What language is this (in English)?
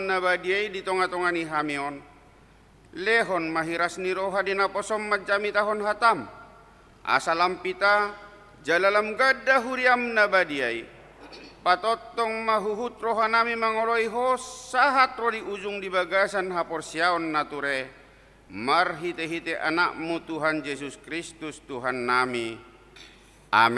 Batak Toba